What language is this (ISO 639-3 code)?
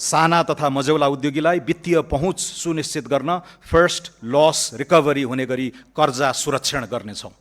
nep